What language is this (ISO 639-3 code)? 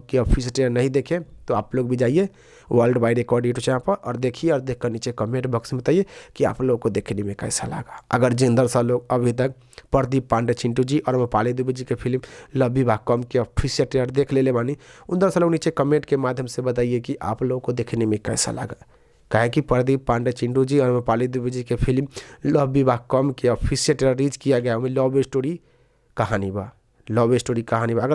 bho